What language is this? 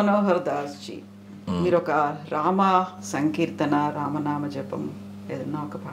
Telugu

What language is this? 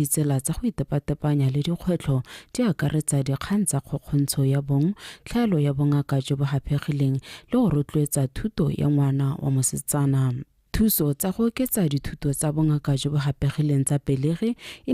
Tswana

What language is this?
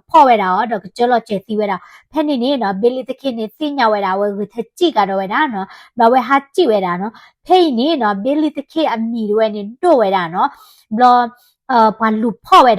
S'gaw Karen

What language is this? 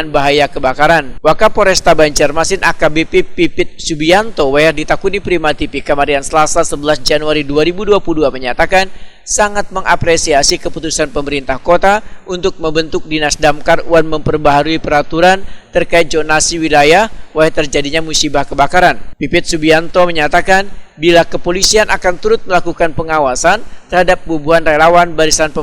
Banjar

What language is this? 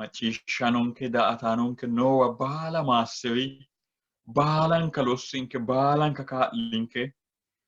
Sidamo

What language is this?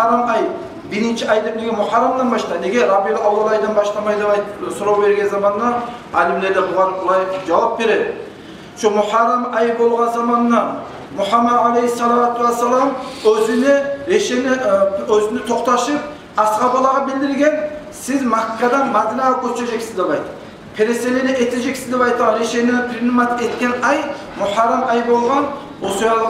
Kumyk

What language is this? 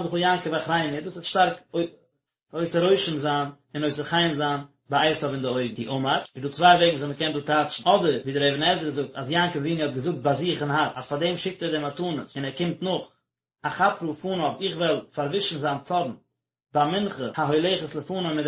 Yiddish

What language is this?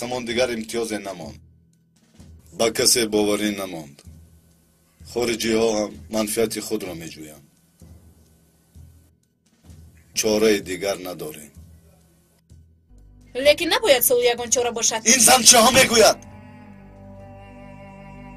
Tajik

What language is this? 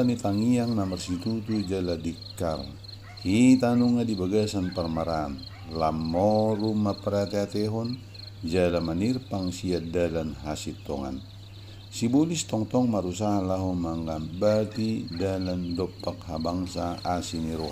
Batak Toba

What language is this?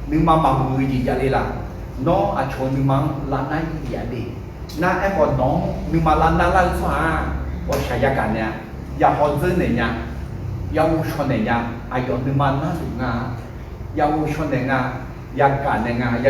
Akha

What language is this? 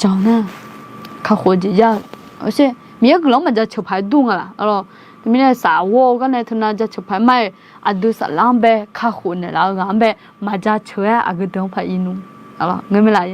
Akha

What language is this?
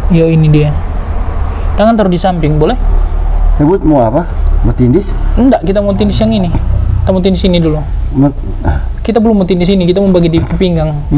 Indonesian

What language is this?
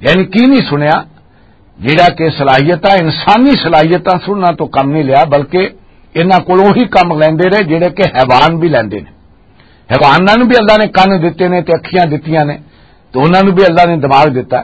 Western Panjabi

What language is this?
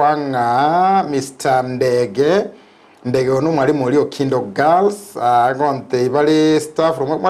Gusii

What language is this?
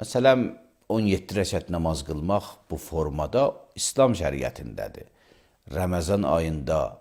Azerbaijani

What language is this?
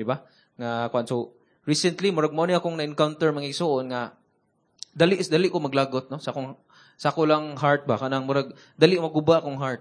Cebuano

